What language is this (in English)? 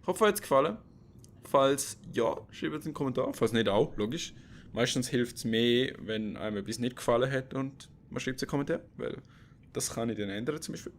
Swiss German